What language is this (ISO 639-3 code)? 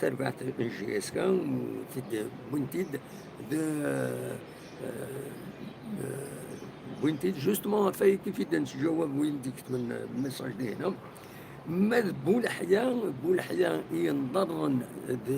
kab